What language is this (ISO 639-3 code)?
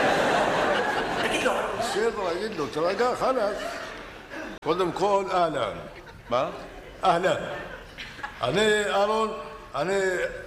heb